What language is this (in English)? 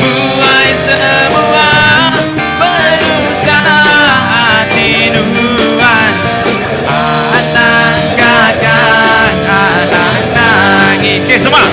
Iban